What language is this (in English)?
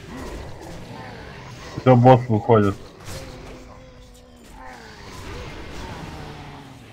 Russian